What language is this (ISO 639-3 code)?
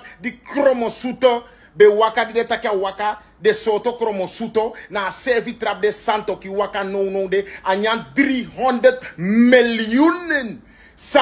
srn